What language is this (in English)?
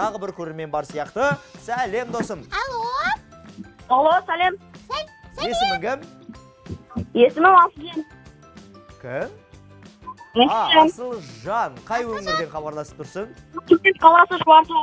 Kazakh